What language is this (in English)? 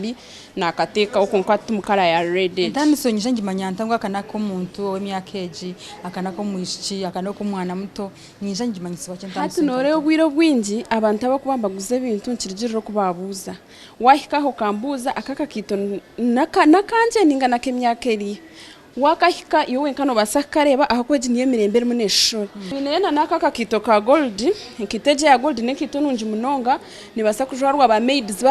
Nyankole